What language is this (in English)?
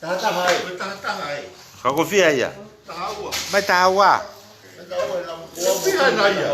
Tongan